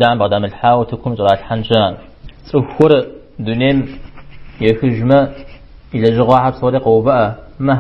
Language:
Kabardian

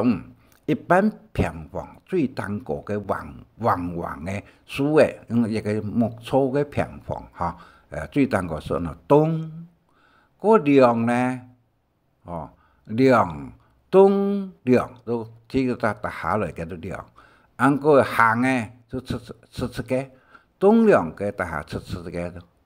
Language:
Hakka Chinese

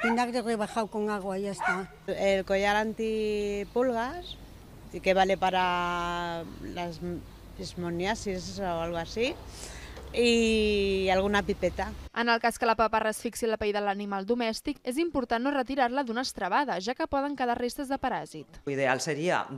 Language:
Catalan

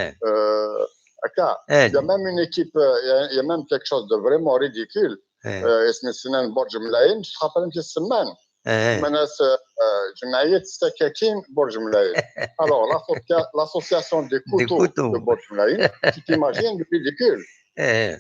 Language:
Kabyle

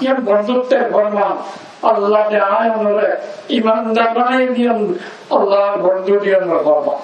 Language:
Rohingya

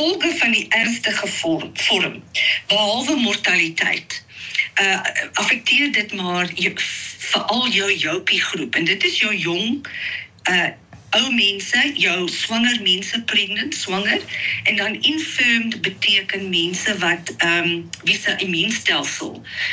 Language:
Afrikaans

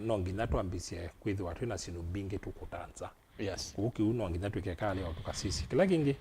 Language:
Kamba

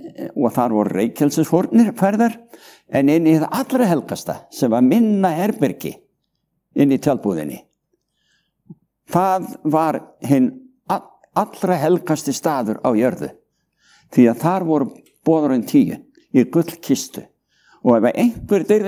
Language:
Icelandic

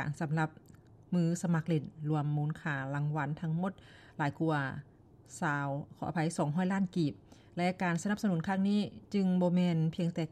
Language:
Lao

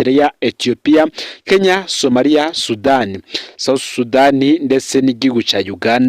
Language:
Rundi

